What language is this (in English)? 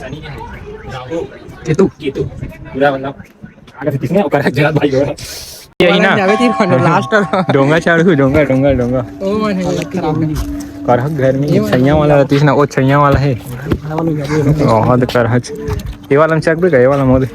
Chhattisgarhi